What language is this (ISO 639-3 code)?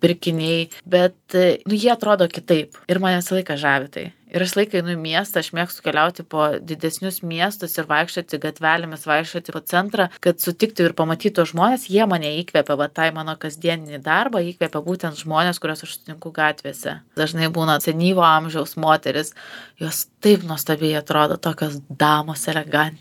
lit